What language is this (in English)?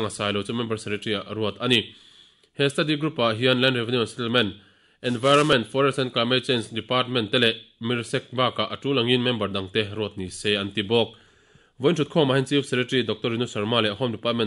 Mizo